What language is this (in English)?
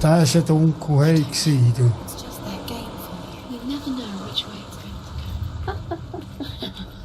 Swiss German